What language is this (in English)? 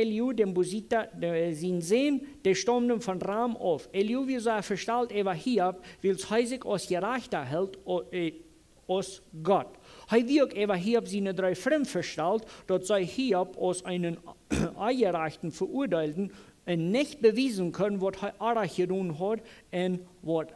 Plautdietsch